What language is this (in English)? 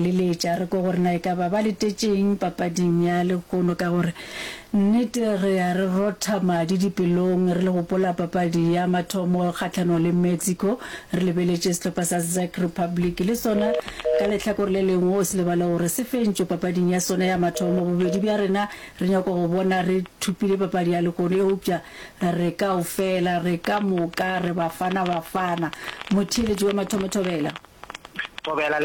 Northern Sotho